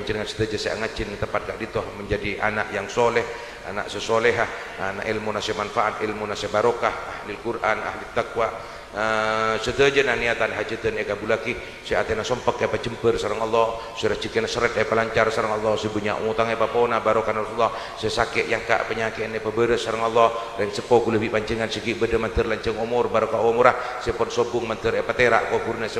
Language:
Madurese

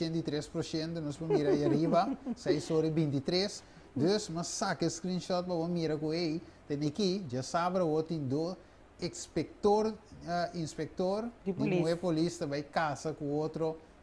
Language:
Papiamento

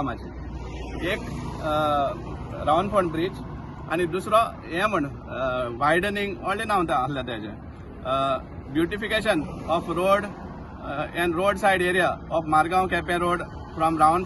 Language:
Konkani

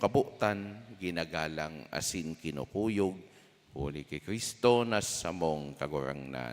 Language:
Bikol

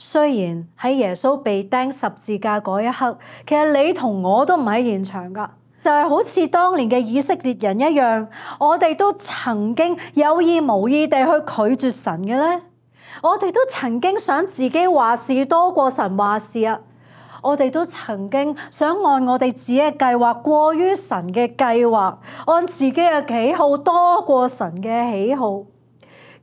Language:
Cantonese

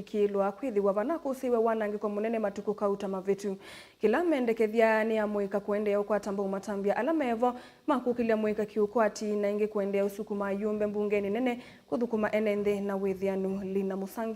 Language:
Kamba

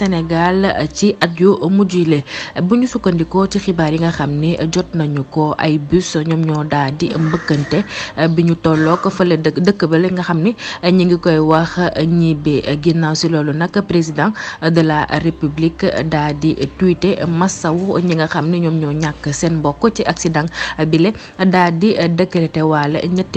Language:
Wolof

